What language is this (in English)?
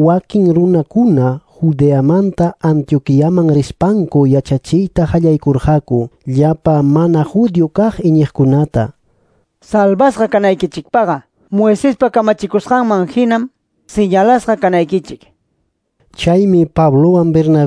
Ayacucho Quechua